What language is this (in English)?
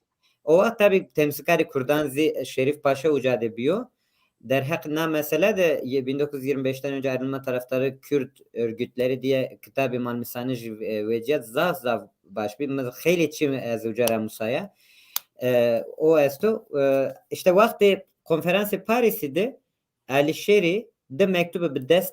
Zaza